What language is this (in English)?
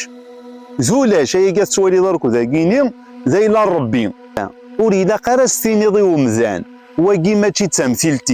Kabyle